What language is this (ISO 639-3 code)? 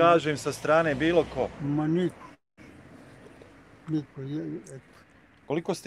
bos